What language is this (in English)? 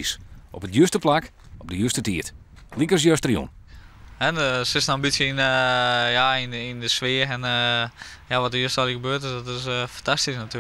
Western Frisian